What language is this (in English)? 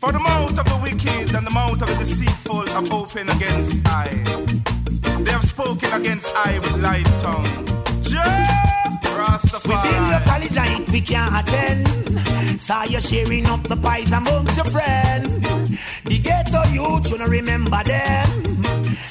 Basque